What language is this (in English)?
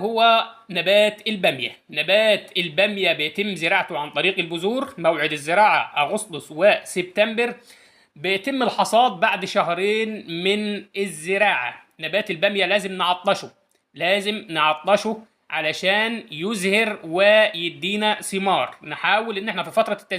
Egyptian Arabic